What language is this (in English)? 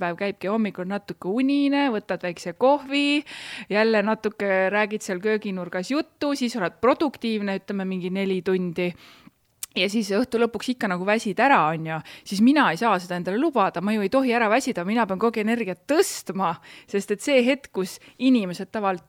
Estonian